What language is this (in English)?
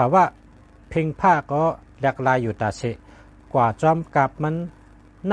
Shan